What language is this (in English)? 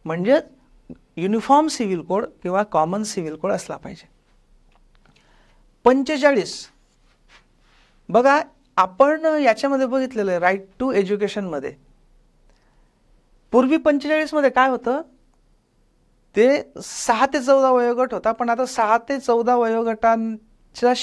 Marathi